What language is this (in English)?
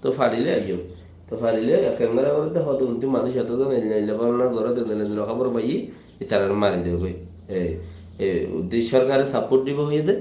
Rohingya